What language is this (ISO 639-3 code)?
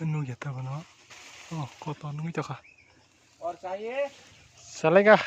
trp